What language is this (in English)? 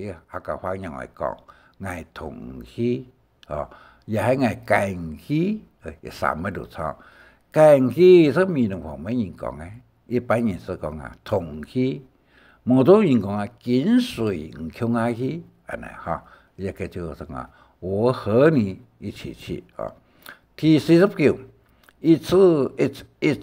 Hakka Chinese